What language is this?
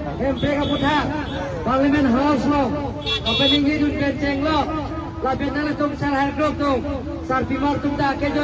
Karbi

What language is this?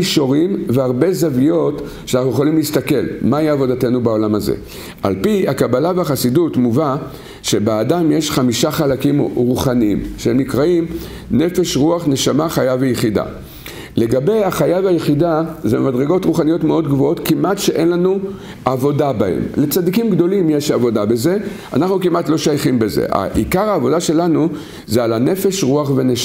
Hebrew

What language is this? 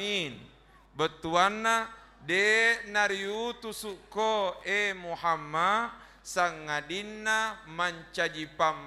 Buginese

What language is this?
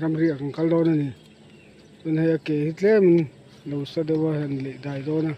Mizo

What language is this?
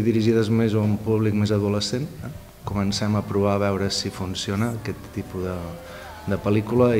Catalan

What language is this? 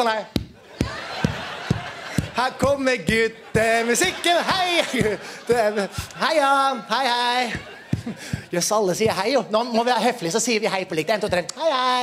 Norwegian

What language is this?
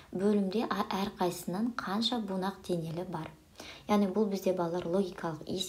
Kazakh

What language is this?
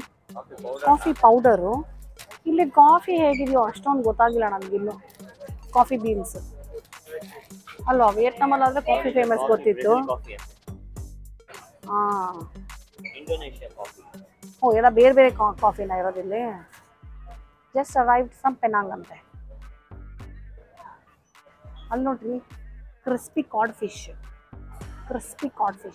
Kannada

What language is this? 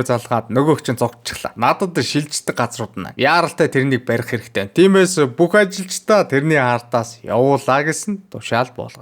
Mongolian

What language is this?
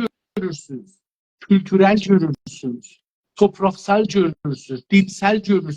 South Azerbaijani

